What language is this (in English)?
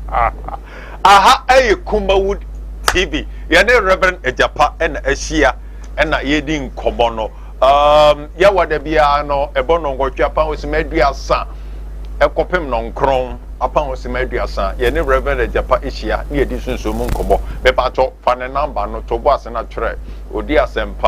Akan